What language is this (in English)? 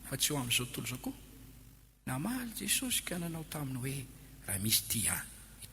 Malagasy